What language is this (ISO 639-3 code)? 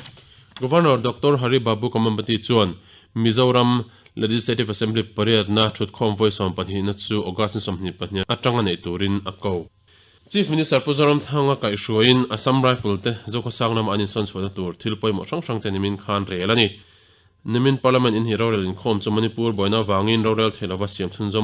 lus